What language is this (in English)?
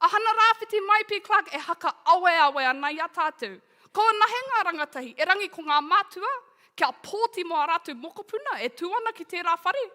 Māori